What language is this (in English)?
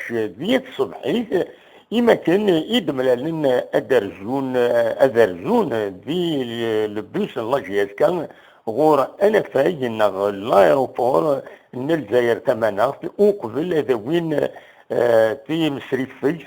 Kabyle